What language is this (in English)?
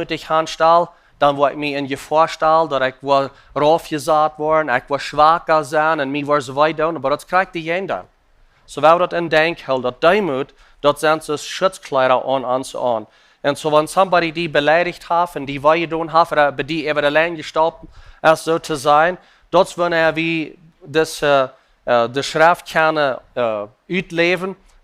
Plautdietsch